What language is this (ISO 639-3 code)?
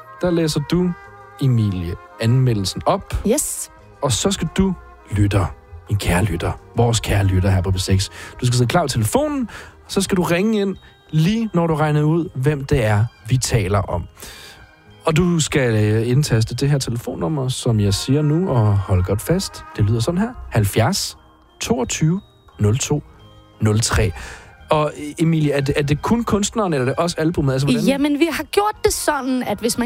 dan